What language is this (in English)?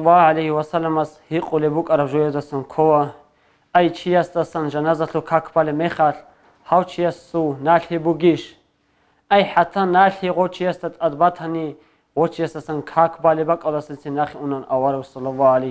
Avaric